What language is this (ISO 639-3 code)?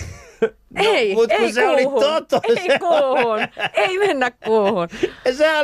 fin